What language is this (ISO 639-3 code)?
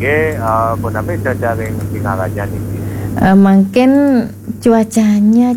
ban